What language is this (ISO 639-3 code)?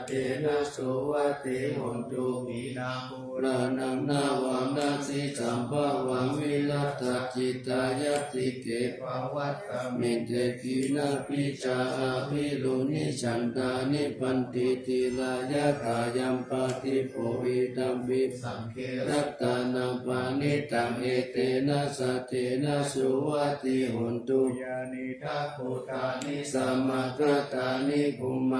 pli